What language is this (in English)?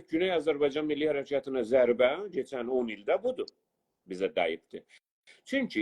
South Azerbaijani